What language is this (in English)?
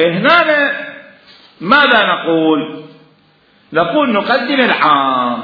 Mesopotamian Arabic